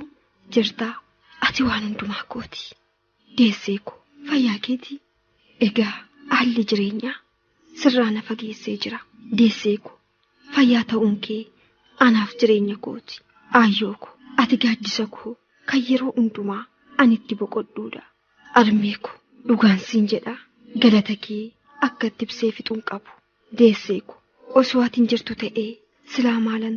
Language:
Oromo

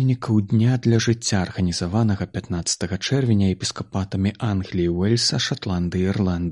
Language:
Belarusian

